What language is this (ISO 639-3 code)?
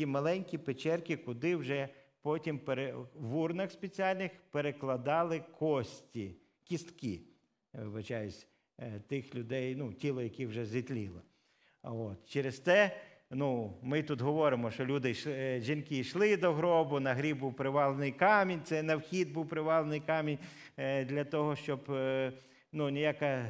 ukr